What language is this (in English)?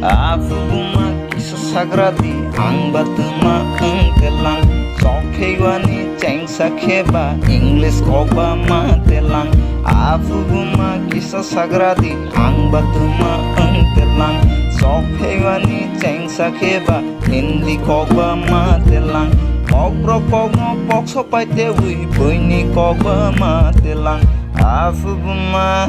Kok Borok